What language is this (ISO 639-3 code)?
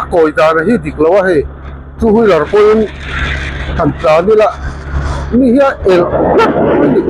lus